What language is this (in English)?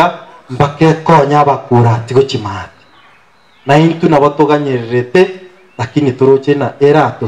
Gusii